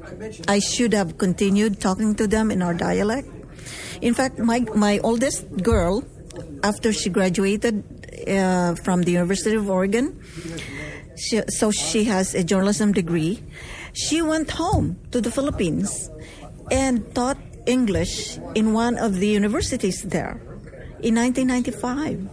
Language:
English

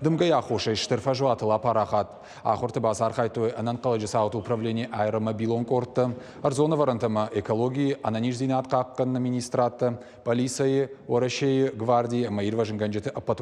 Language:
Ossetic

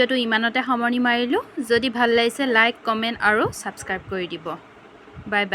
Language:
Assamese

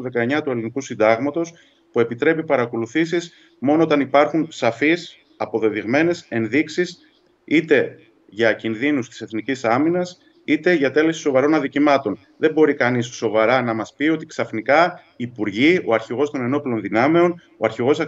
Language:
Greek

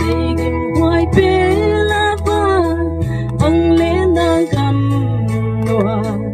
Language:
Gangte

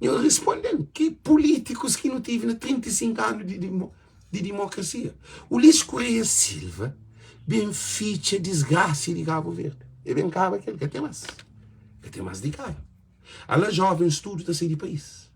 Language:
Kabuverdianu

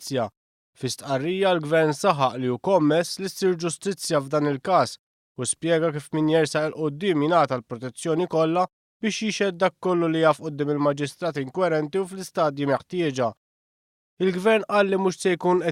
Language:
Maltese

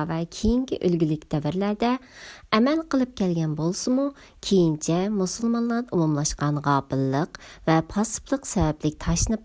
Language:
Uyghur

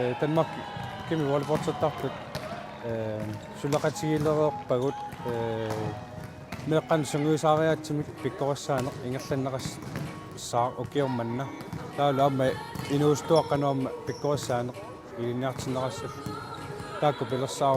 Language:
Kalaallisut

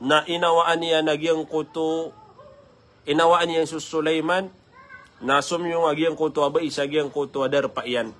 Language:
Maranao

